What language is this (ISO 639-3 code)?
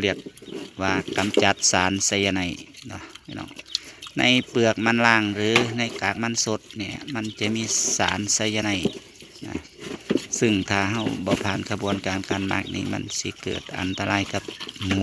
tts